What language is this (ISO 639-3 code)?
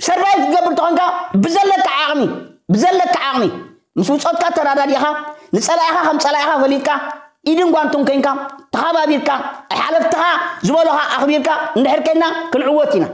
tir